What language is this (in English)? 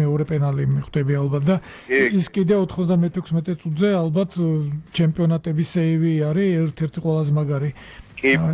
Georgian